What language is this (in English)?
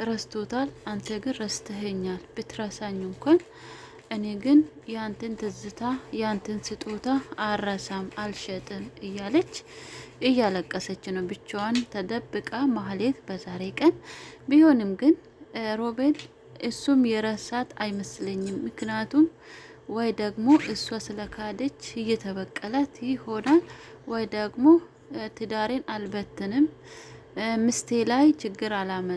Amharic